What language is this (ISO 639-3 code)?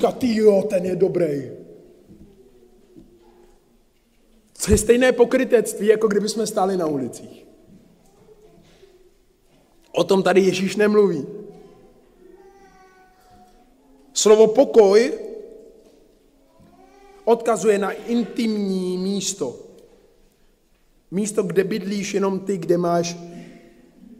ces